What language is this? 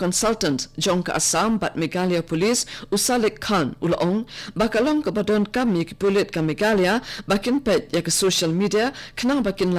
Khasi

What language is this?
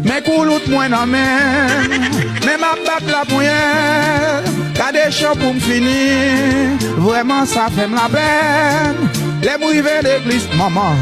Haitian Creole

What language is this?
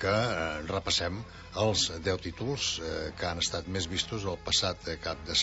Catalan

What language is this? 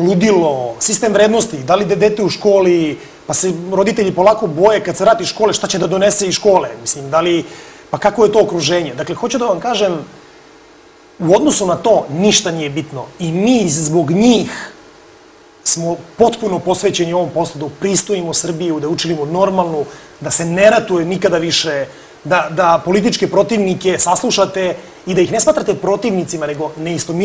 Serbian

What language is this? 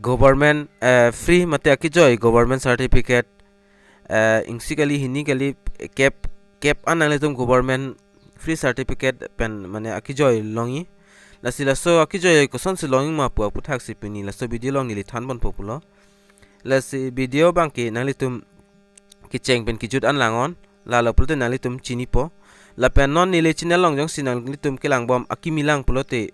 Karbi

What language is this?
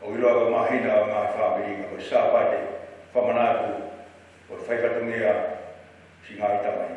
Tongan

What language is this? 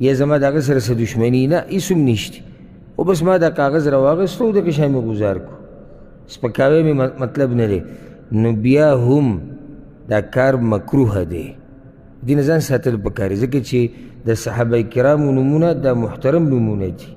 Pashto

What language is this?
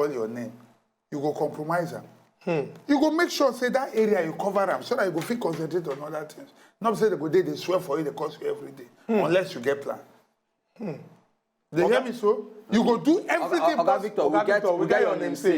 Nigerian Pidgin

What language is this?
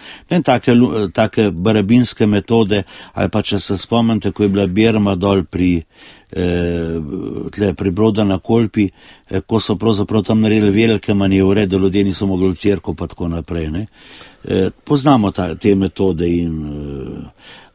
Slovenian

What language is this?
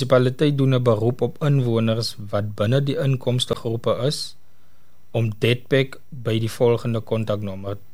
Afrikaans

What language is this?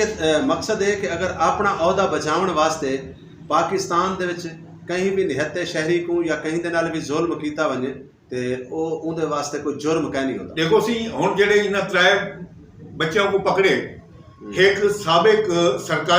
Saraiki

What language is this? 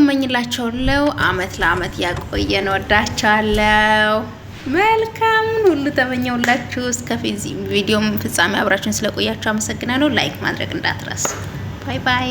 Amharic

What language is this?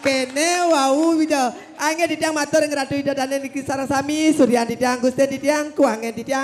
Balinese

